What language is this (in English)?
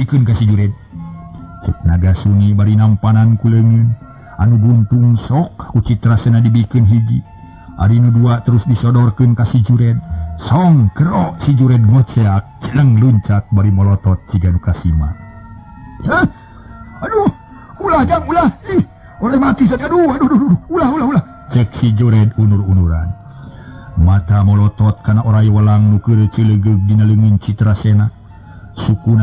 Sundanese